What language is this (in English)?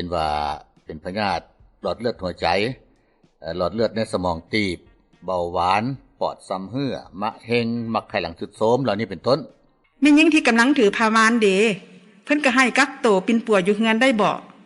Lao